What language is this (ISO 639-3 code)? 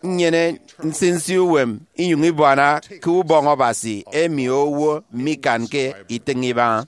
efi